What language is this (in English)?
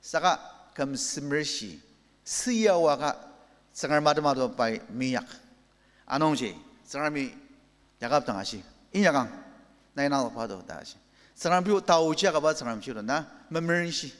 Ao Naga